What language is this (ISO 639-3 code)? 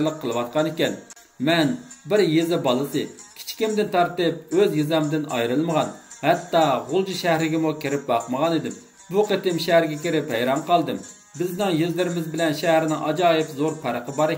uig